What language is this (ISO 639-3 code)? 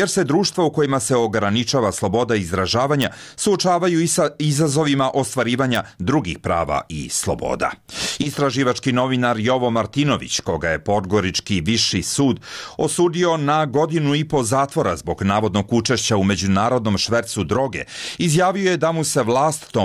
hrv